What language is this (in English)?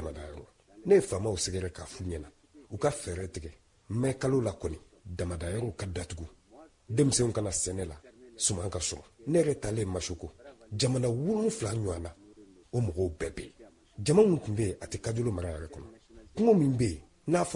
Bambara